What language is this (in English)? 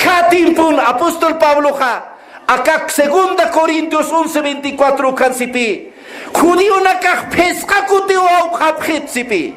Aymara